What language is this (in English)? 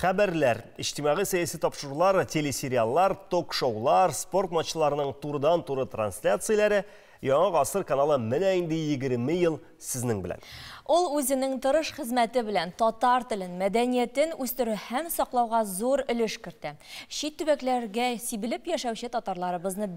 Tatar